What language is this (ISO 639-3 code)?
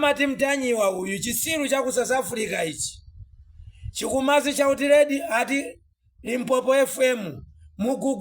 nya